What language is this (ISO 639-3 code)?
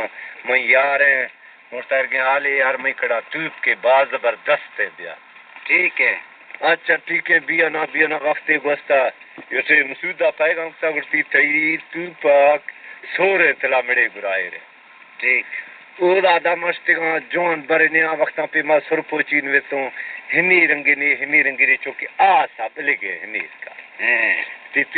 bal